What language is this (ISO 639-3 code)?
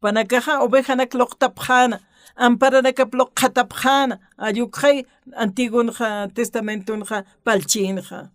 aym